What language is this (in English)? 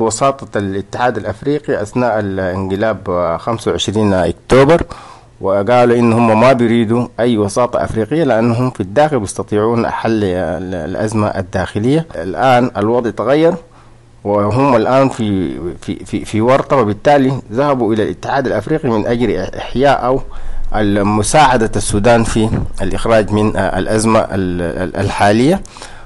Sudanese Arabic